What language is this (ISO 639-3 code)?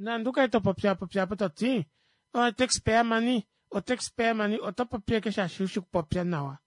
kua